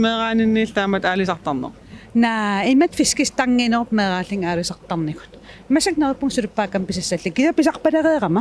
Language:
Kalaallisut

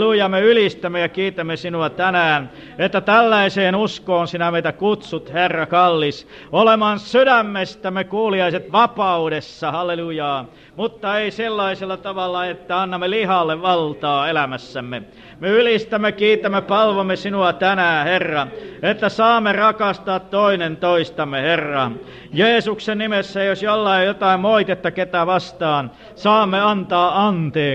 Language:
Finnish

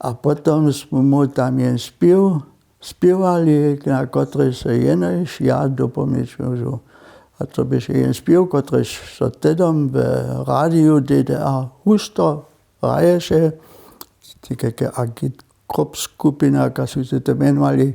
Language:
Upper Sorbian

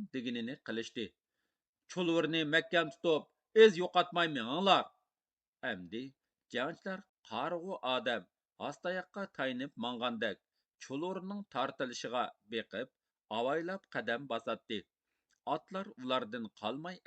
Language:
Uyghur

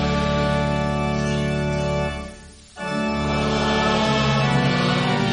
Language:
Afrikaans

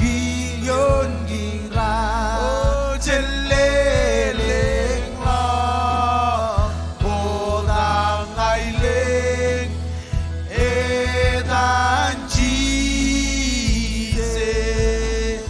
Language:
Marshallese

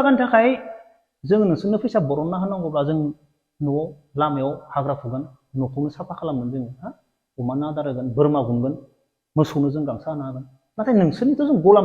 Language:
Bodo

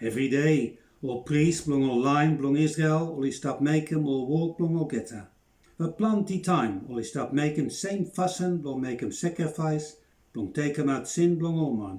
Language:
Bislama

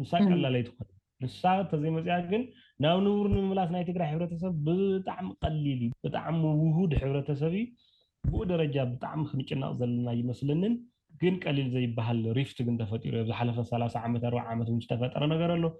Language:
Tigrinya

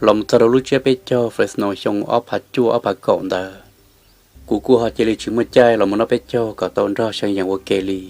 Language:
Hmong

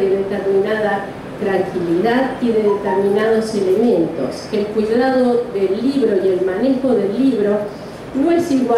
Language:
Spanish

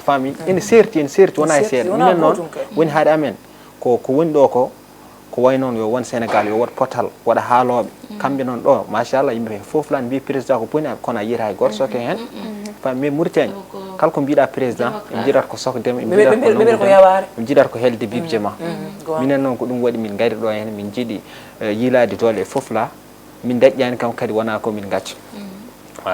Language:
Fula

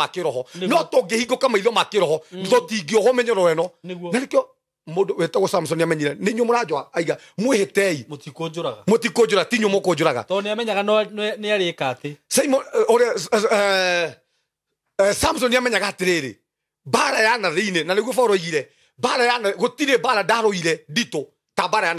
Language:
Kikuyu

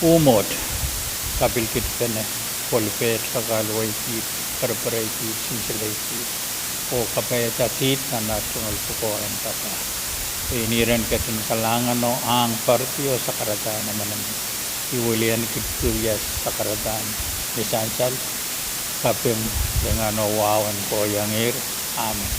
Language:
Pohnpeian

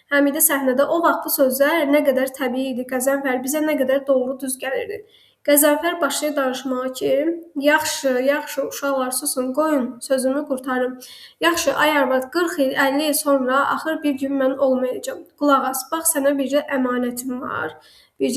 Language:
Azerbaijani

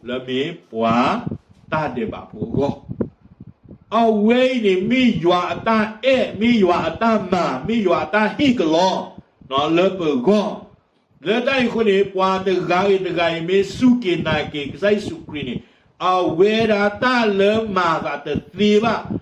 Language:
S'gaw Karen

